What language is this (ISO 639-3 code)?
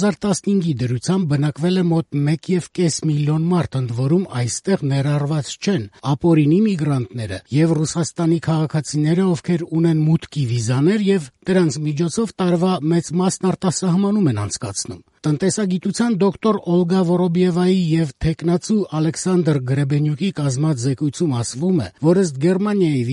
hye